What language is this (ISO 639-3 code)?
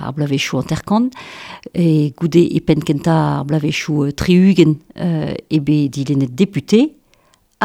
bre